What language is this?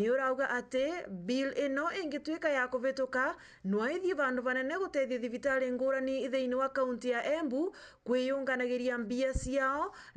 Meru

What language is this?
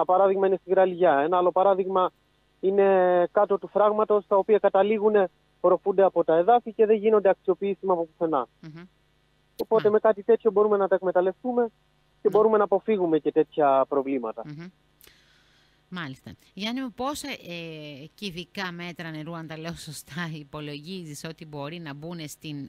Greek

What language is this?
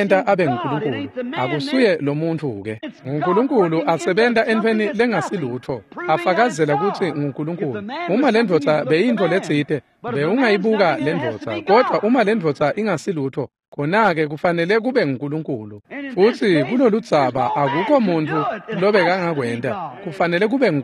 Swati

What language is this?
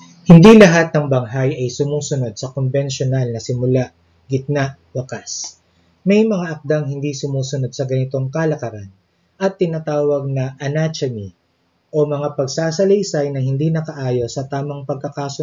Filipino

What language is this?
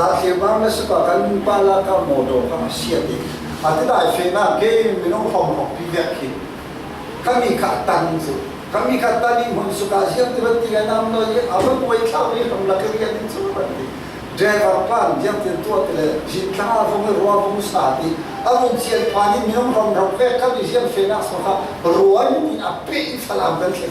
Falam Chin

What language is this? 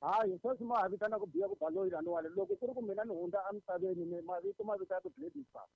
Tsonga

